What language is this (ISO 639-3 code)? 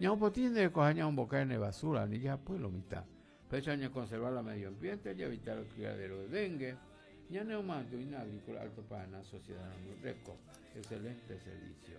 grn